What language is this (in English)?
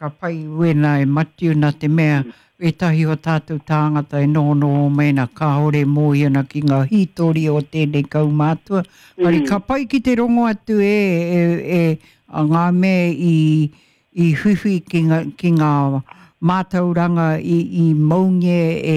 Māori